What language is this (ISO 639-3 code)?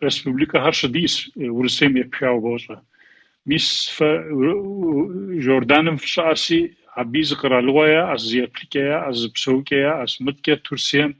kbd